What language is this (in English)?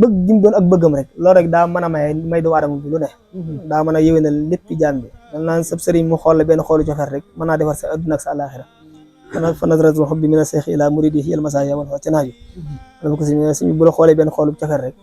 Wolof